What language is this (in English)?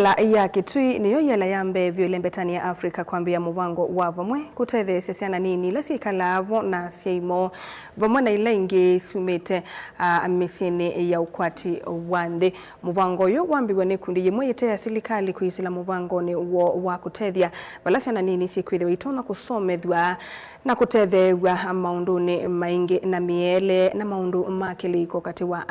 Kamba